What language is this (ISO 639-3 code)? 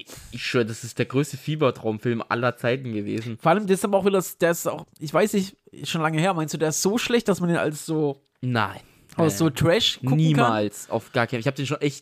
deu